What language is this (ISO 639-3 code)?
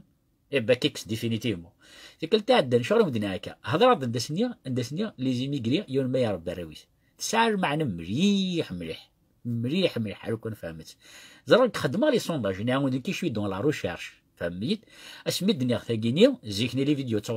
kab